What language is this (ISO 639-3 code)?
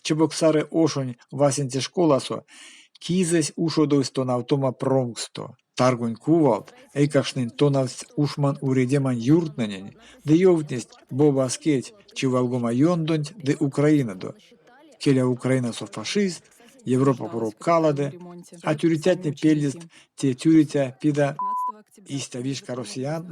myv